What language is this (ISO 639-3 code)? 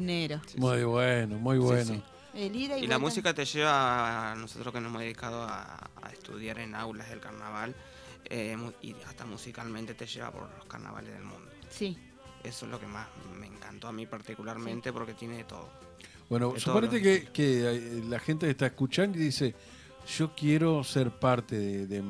spa